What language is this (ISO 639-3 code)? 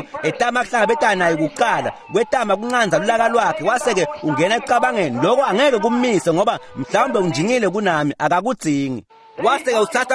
ssw